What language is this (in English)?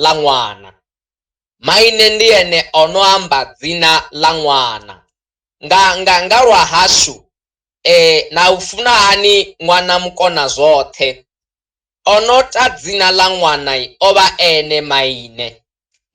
Venda